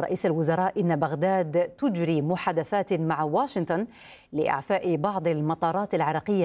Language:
Arabic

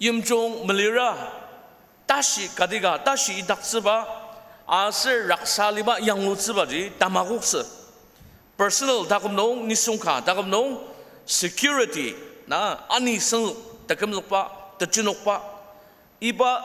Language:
Ao Naga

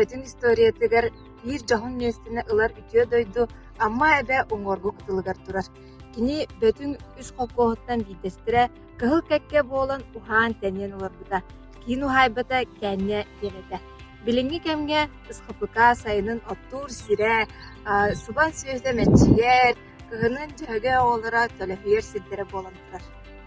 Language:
Yakut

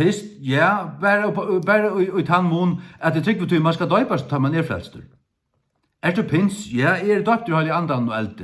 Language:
Faroese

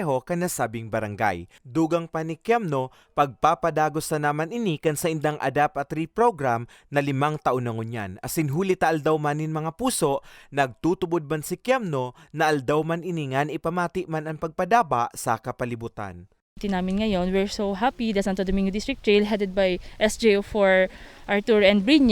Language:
Bikol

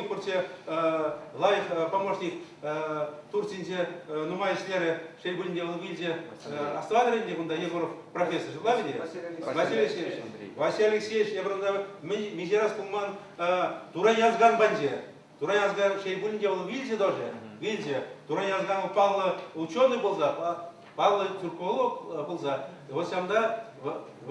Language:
Chuvash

